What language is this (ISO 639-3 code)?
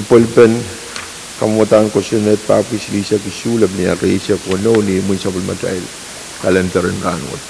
pon